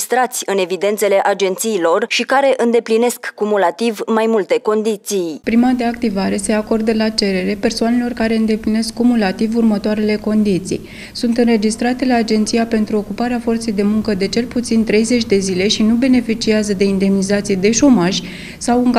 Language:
Romanian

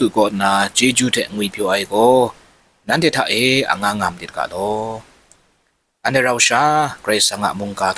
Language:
Kachin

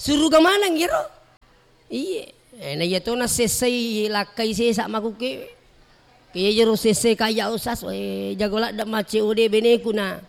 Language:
Buginese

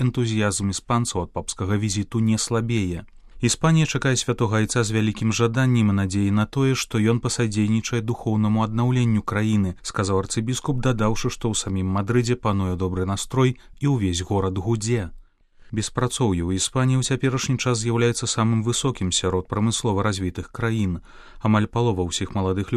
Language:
Belarusian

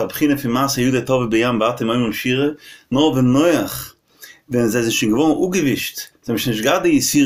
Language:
Yiddish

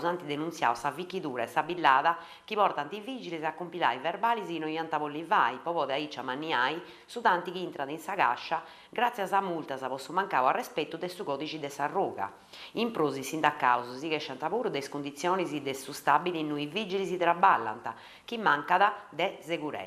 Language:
Sardinian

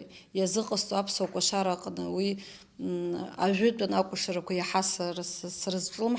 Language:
Abkhazian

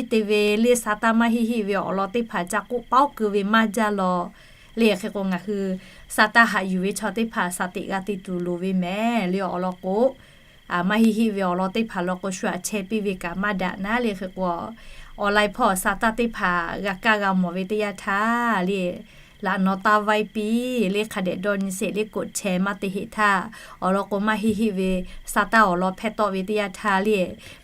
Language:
Lahu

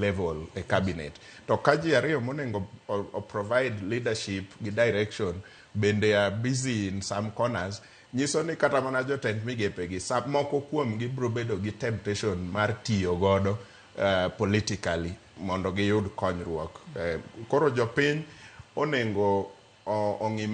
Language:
Luo (Kenya and Tanzania)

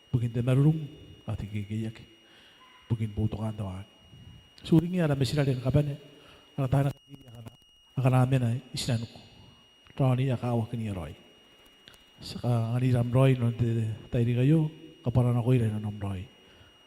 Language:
Gilbertese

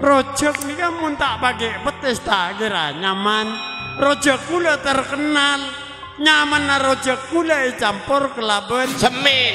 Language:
Madurese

